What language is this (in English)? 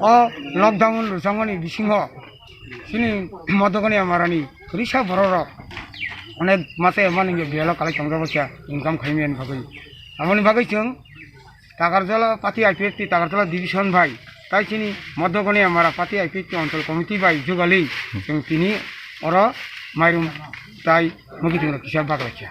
Kok Borok